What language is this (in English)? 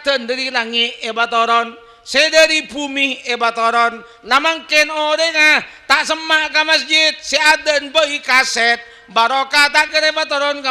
Madurese